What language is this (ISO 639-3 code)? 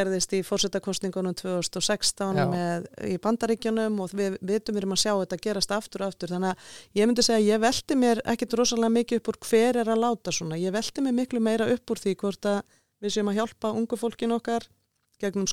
isl